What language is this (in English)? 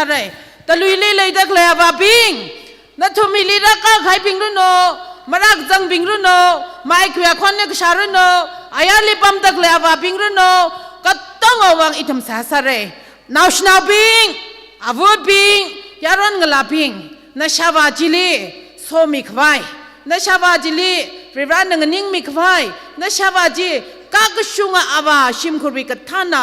Tangkhul Naga (India)